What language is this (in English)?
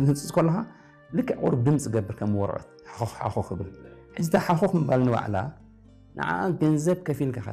Tigrinya